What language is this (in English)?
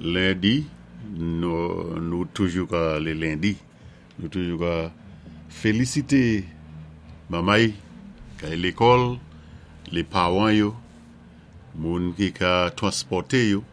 Saint Lucian Creole French